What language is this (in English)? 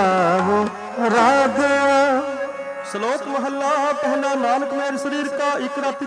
Punjabi